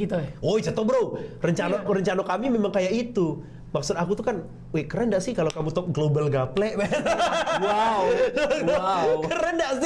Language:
Musi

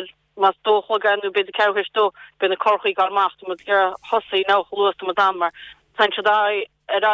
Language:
Irish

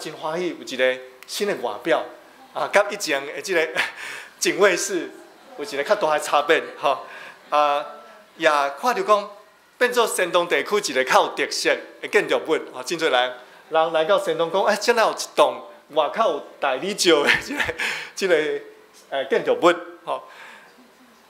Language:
Min Nan Chinese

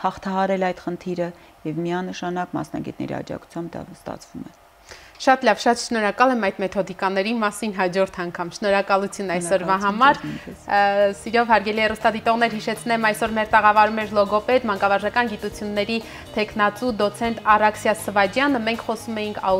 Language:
Armenian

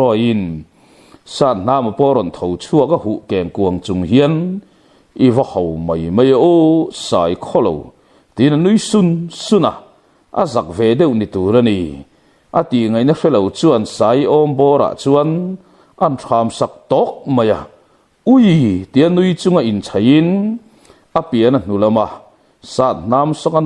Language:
Mizo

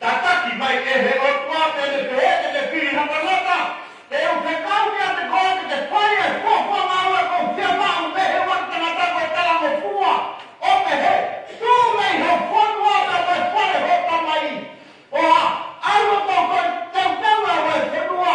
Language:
Tongan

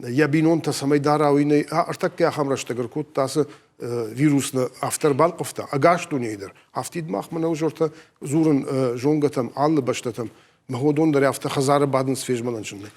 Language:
Ossetic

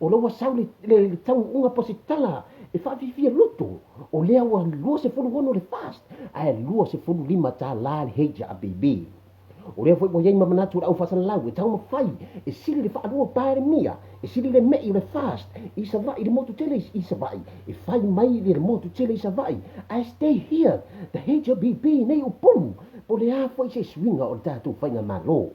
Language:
Samoan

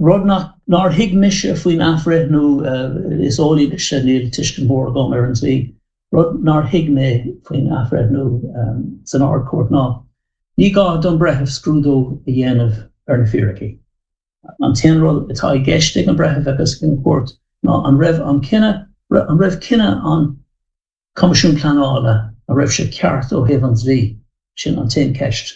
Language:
Irish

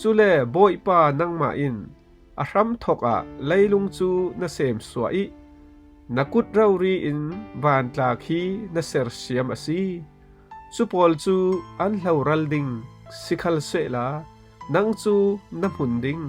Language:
Falam Chin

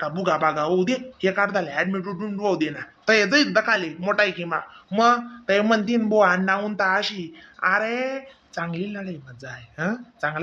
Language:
Khandesi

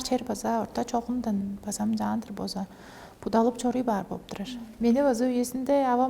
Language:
Tuvinian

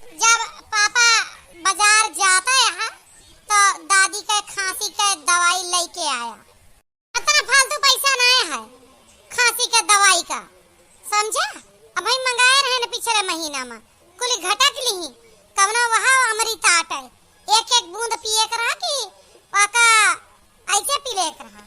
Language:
Awadhi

